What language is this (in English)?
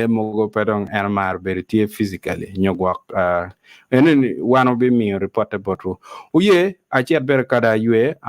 Acoli